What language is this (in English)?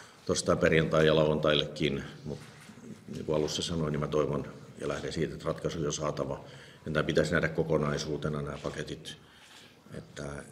Finnish